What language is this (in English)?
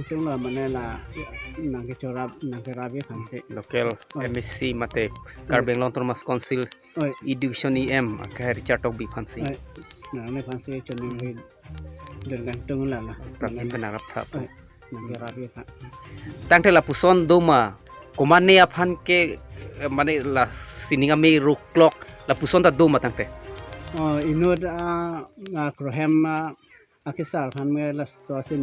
Karbi